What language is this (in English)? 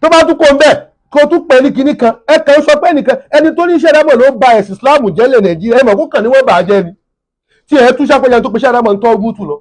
Yoruba